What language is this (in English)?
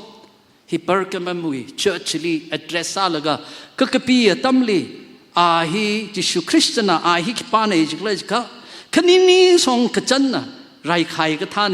Tangkhul Naga (India)